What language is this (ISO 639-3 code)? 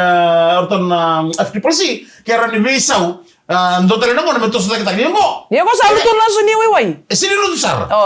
fij